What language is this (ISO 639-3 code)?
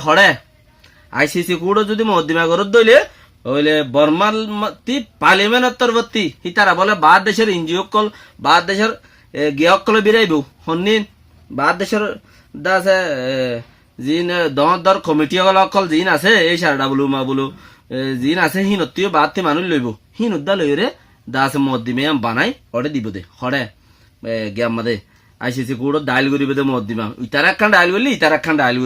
rhg